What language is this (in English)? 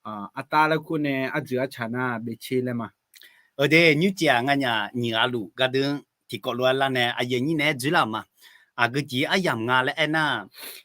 Akha